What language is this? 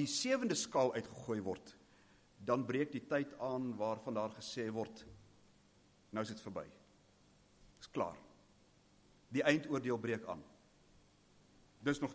Afrikaans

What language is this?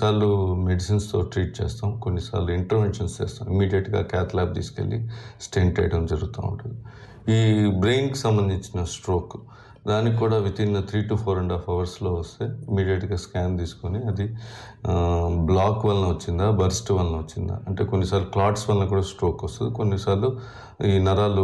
Telugu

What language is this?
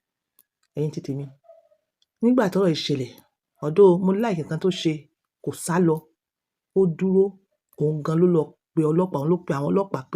Yoruba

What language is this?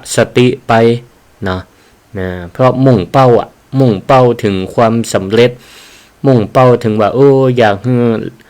Northern Thai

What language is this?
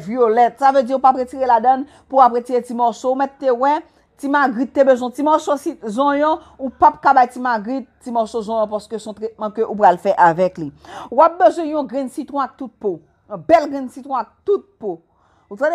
Haitian Creole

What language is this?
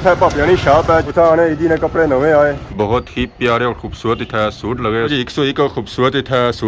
Pahari-Potwari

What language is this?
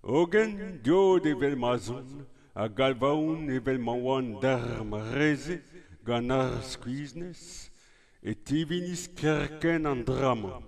Breton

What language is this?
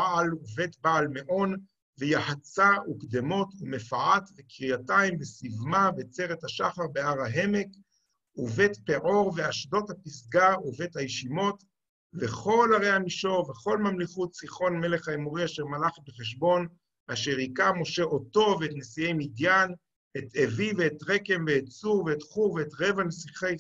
Hebrew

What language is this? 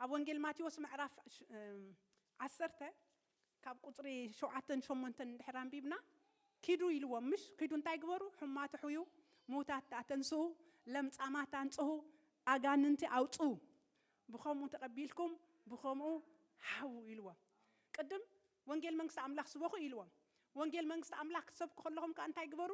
Tigrinya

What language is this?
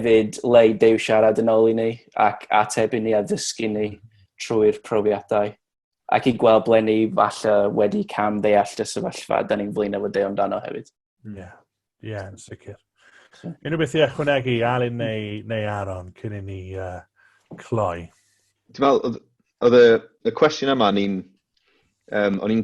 Welsh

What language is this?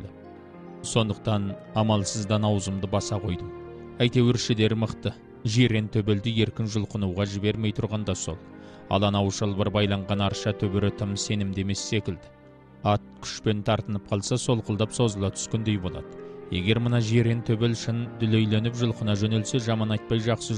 Kazakh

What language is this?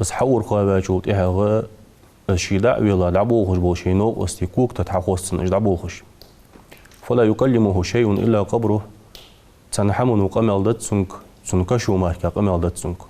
Ingush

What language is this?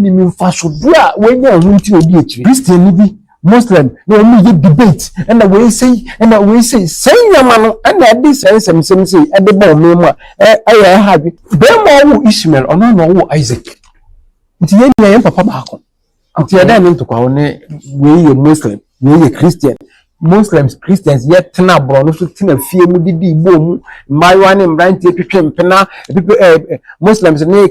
Akan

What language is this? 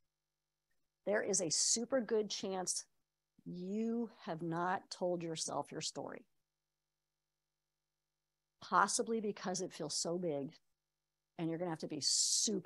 English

